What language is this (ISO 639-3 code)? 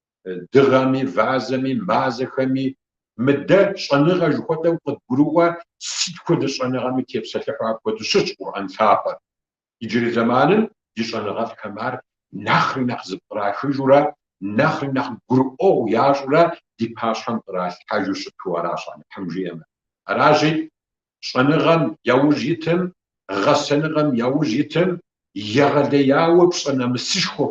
kbd